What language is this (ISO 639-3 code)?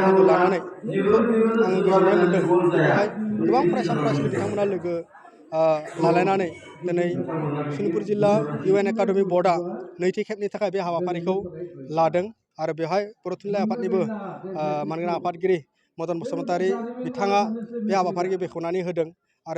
brx